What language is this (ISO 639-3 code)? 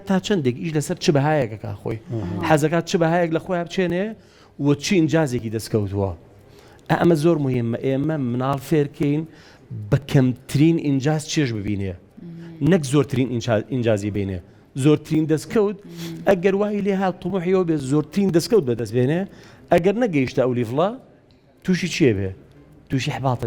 ckb